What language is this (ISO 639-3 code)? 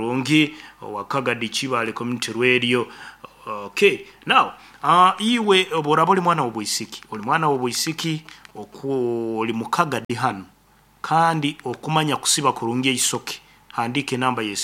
nyn